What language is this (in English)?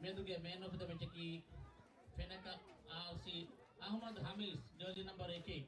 Divehi